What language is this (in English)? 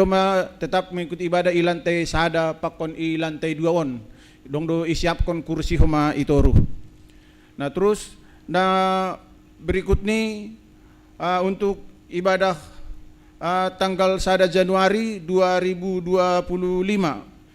Batak Simalungun